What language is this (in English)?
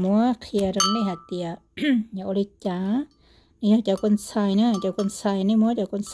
Hmong